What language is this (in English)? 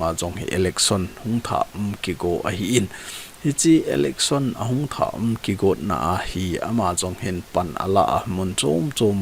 Thado Chin